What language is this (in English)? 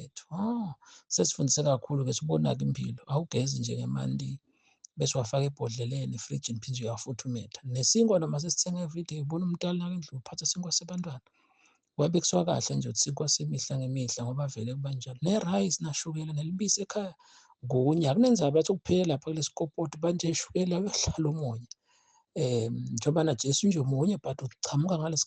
Zulu